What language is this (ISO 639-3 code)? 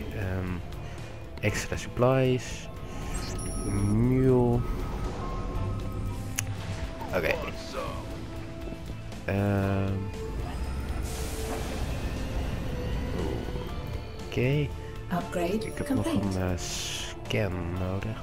nld